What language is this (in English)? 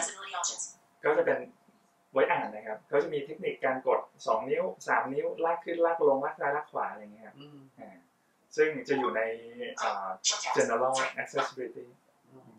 Thai